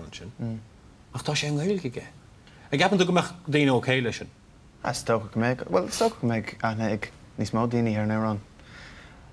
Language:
Irish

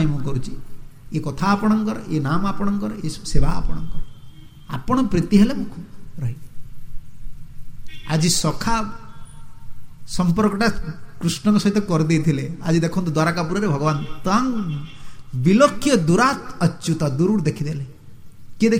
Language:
Odia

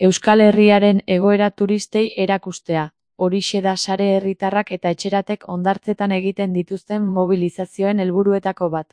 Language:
Basque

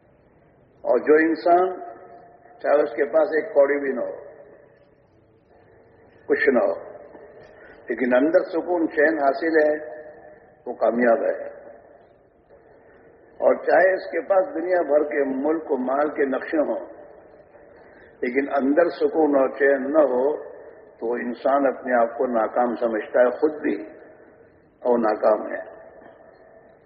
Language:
Urdu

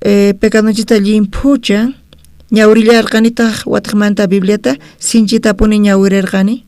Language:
South Bolivian Quechua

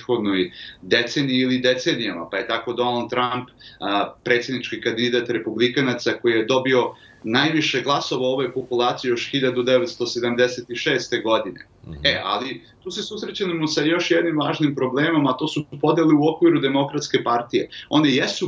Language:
Serbian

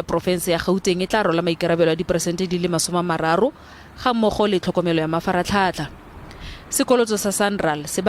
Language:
Tswana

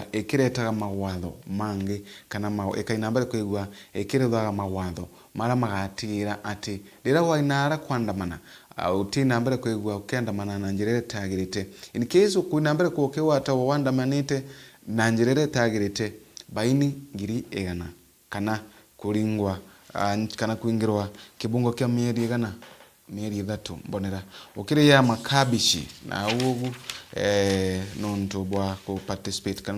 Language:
Meru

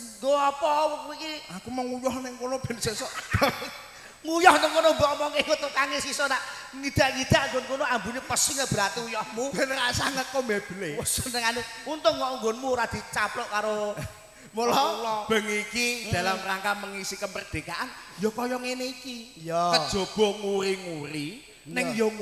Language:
Javanese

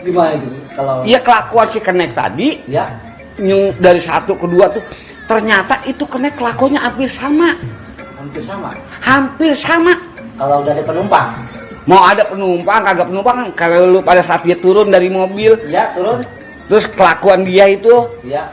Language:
Betawi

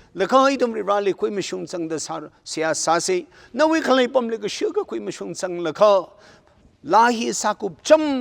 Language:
Tangkhul Naga (India)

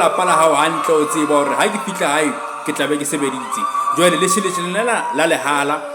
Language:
Southern Sotho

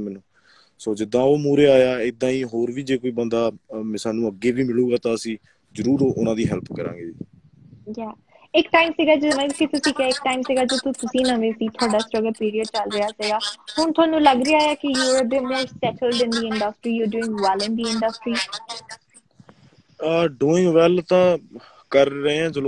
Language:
Punjabi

